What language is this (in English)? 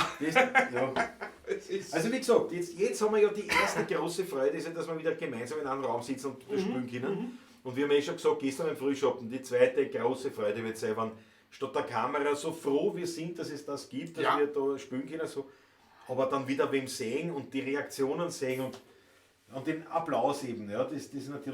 Bavarian